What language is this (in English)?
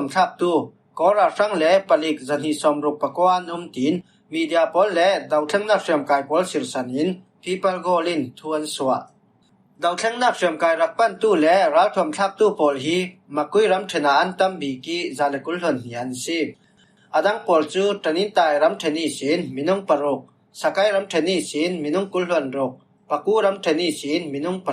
Falam Chin